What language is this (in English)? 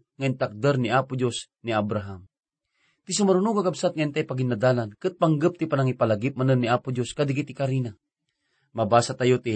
Iloko